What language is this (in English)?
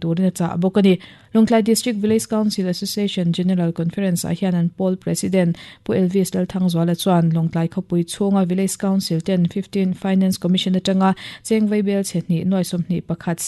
Mizo